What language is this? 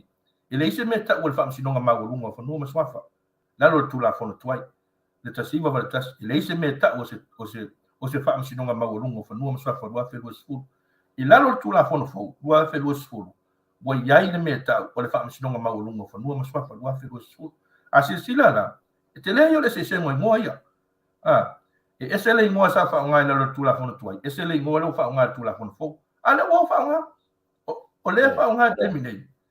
Samoan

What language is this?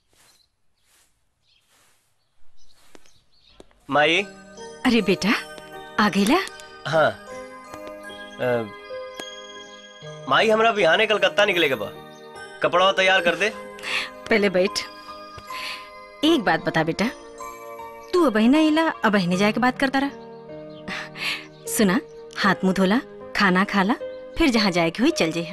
Bhojpuri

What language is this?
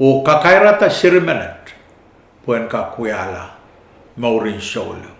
Pohnpeian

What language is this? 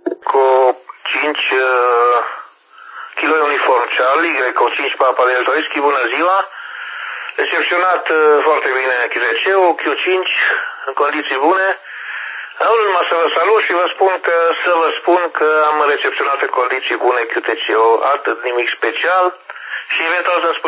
Romanian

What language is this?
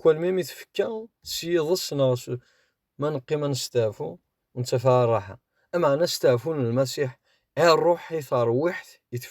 Kabyle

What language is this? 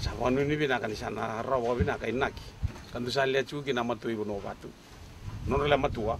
Fijian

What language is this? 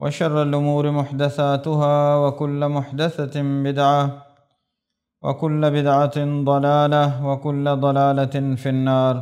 Baluchi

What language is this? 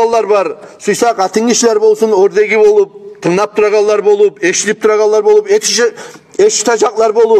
Kumyk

